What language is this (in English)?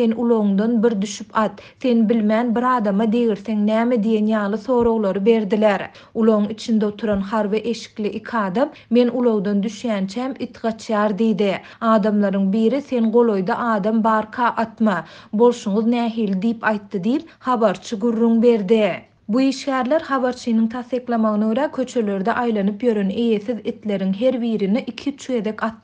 Turkmen